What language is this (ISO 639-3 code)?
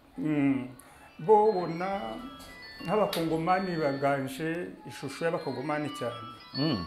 kin